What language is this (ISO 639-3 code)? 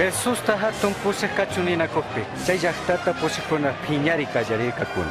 qug